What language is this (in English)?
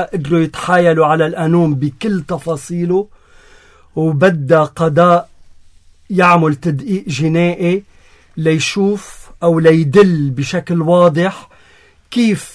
North Levantine Arabic